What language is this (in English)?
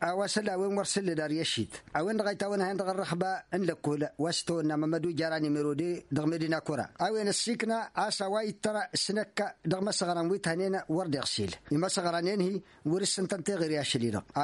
Tamasheq